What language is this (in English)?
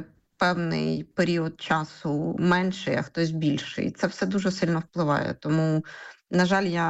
Ukrainian